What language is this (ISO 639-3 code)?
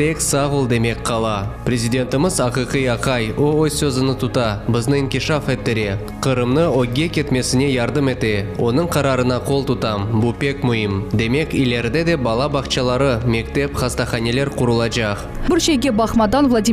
crh